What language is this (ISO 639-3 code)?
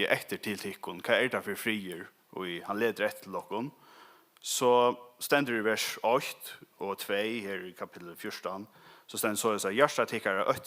fao